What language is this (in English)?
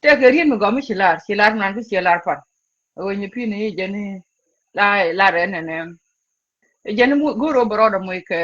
Nuer